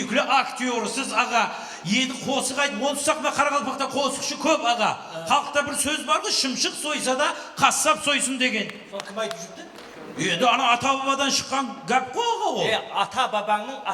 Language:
Kara-Kalpak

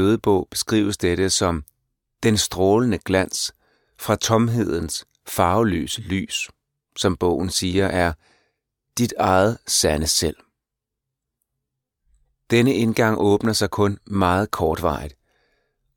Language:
Danish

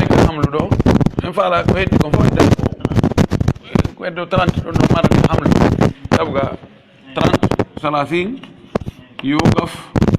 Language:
Pular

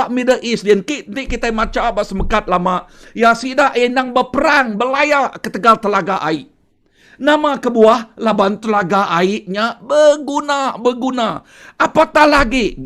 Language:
Iban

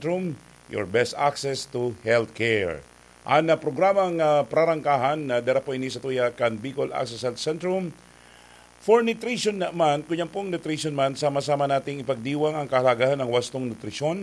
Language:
Bikol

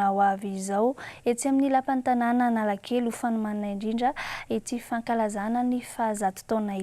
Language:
Malagasy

